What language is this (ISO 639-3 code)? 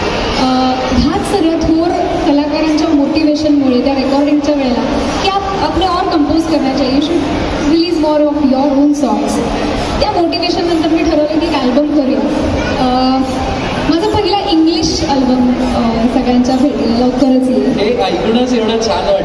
mar